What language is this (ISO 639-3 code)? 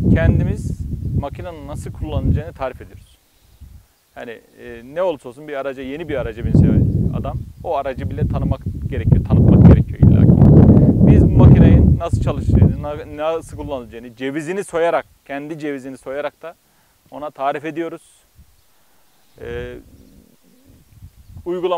tur